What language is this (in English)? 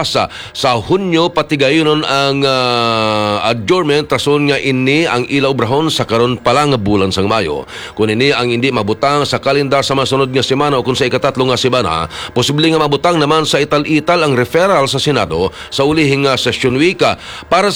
Hiligaynon